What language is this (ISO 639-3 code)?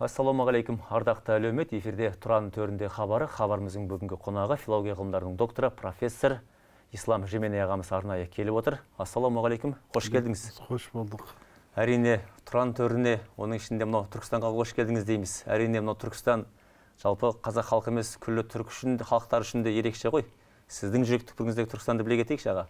kaz